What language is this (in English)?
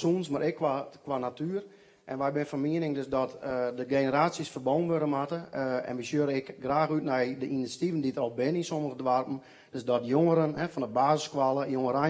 Western Frisian